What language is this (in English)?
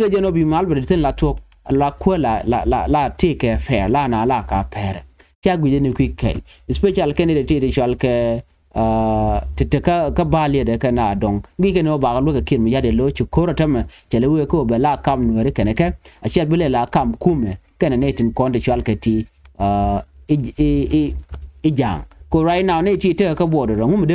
Nuer